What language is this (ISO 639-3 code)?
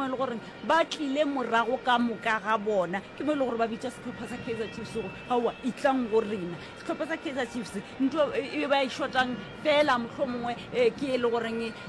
nso